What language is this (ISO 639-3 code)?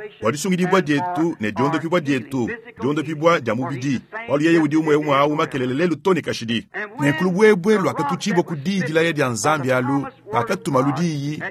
lua